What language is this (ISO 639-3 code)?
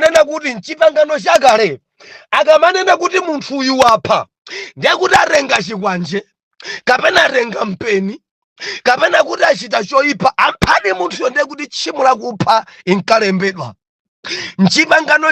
nya